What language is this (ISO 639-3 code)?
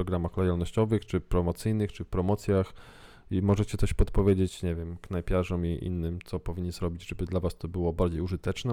pol